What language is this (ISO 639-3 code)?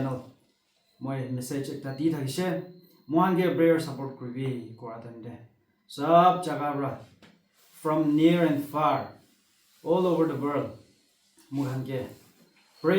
nag